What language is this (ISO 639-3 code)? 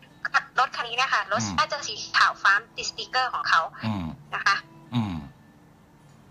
tha